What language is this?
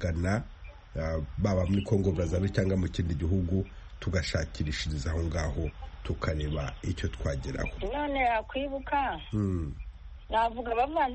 Kinyarwanda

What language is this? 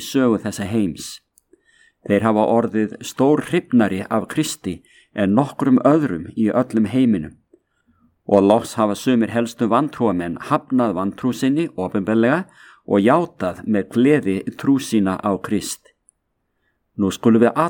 Icelandic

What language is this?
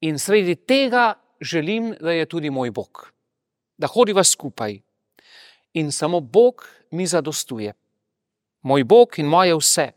Slovenian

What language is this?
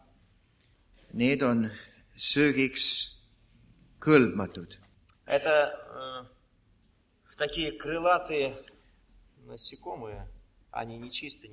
Estonian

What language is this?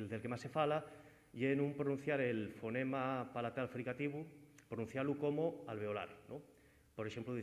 Asturian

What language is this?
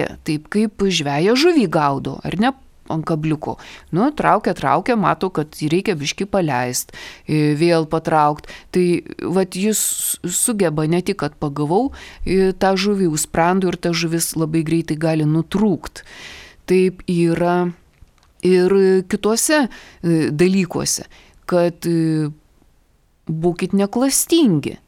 Lithuanian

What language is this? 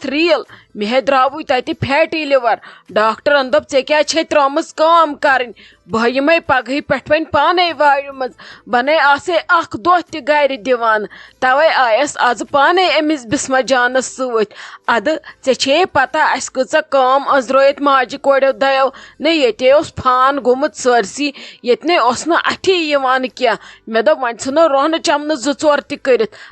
Kashmiri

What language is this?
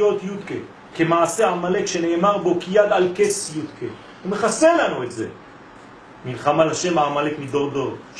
Hebrew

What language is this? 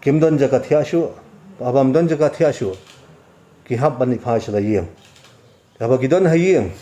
Khasi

